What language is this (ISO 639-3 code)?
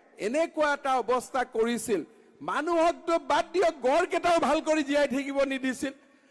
asm